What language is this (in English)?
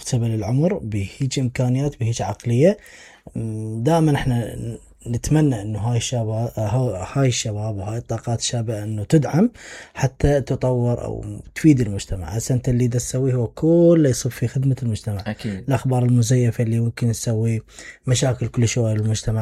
Mesopotamian Arabic